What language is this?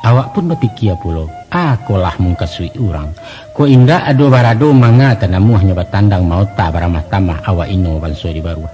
Minangkabau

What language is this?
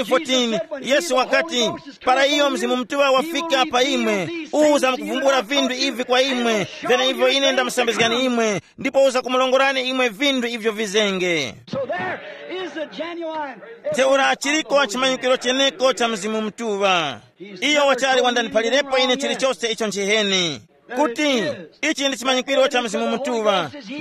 Tumbuka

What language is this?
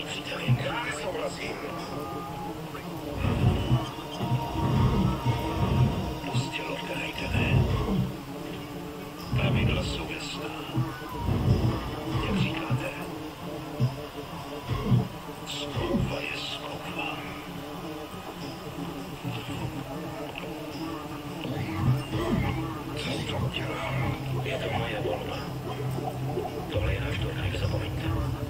Czech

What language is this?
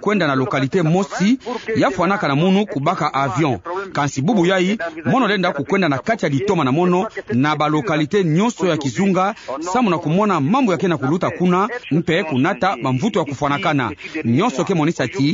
Kituba (Democratic Republic of Congo)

